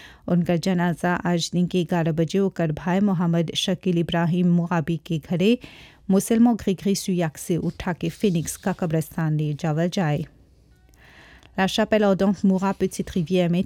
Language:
Bhojpuri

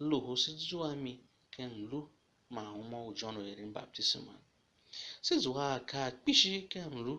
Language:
Tiv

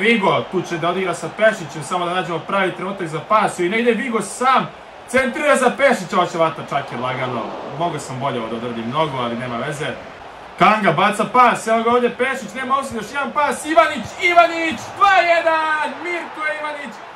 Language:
Serbian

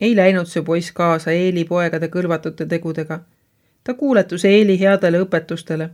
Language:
Estonian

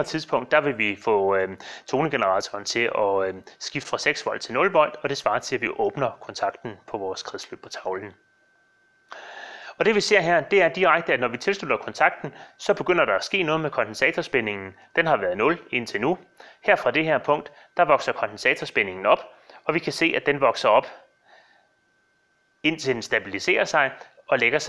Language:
Danish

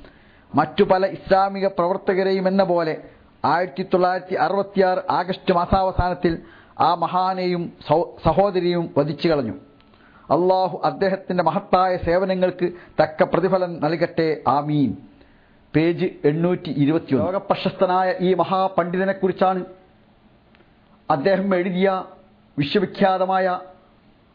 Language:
Malayalam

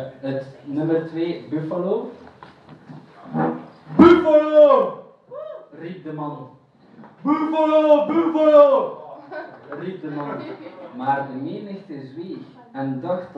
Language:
Dutch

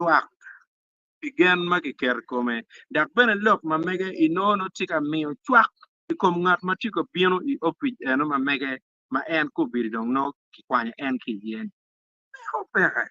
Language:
Acoli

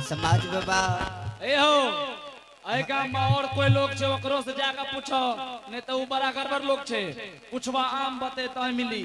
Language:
Angika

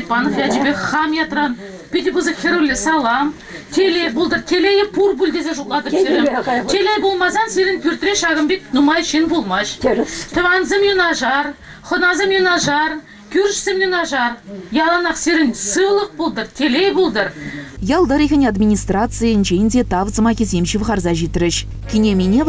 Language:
Chuvash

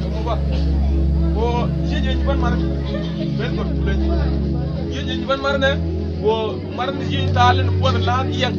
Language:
Mabaan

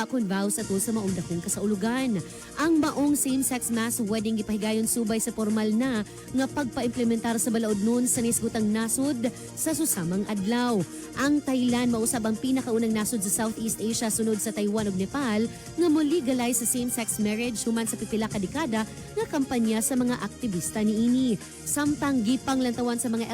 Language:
Cebuano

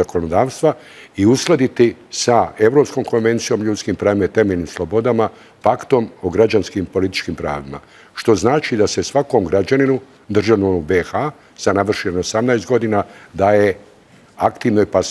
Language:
Bosnian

